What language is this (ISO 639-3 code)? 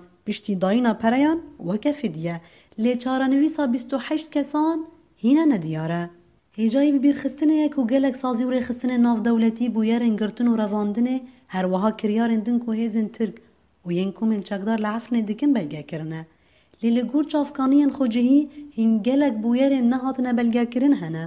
kur